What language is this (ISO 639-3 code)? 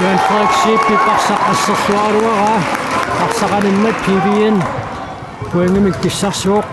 kal